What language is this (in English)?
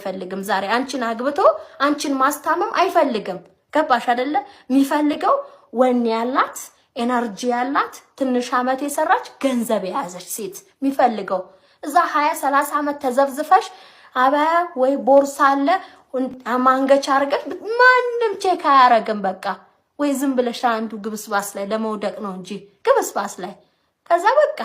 Amharic